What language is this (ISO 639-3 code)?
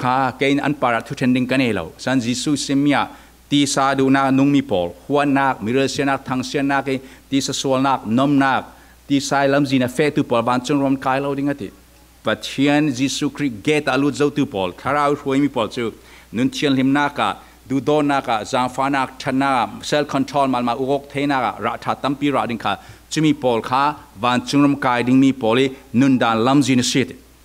cfm